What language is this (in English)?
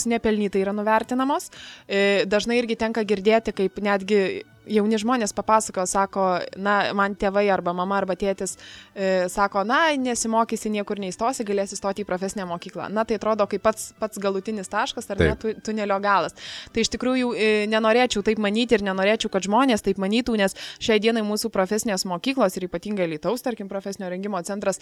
Lithuanian